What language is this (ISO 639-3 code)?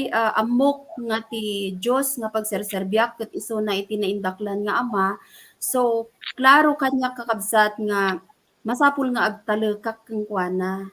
ilo